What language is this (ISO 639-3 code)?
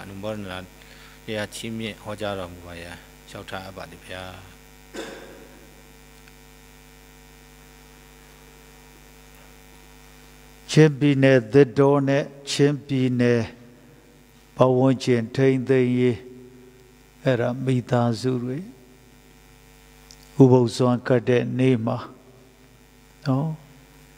mya